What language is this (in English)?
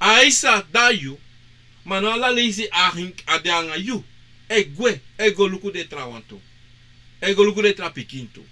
Sranan Tongo